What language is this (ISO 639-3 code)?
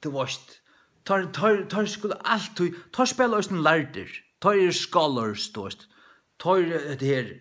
fao